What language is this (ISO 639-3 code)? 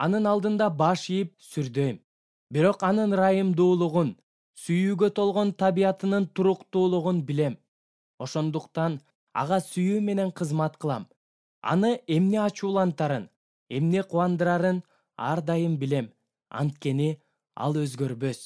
kir